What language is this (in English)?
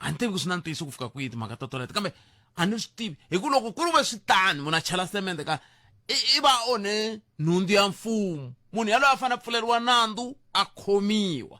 Tsonga